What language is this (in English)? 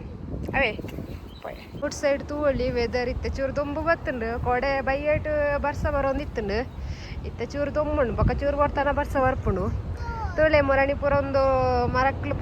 Tulu